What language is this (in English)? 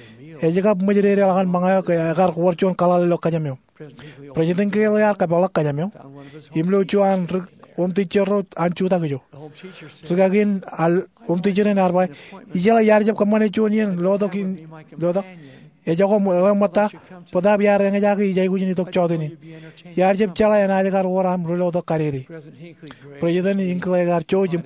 Marshallese